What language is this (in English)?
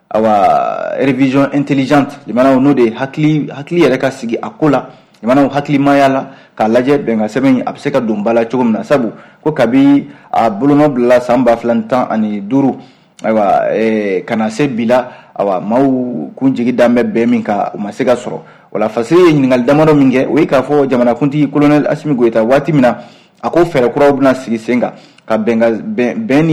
Bambara